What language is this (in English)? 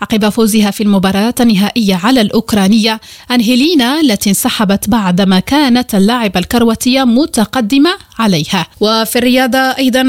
Arabic